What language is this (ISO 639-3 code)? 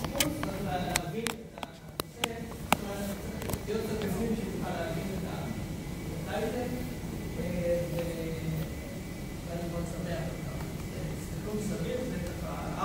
heb